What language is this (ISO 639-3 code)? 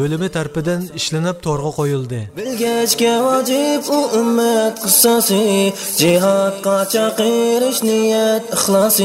uig